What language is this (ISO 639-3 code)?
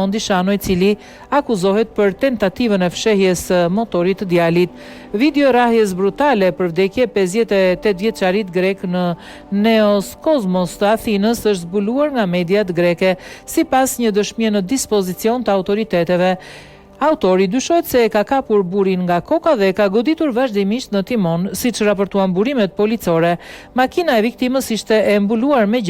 sqi